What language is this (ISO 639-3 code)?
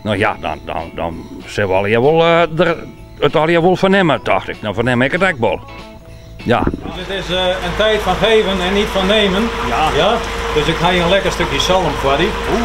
fry